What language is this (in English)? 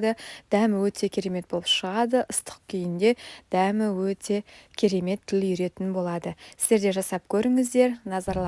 Kazakh